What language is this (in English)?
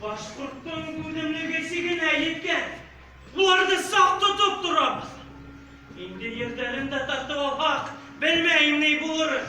Bashkir